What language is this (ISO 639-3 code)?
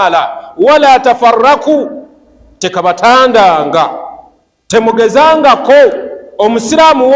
lug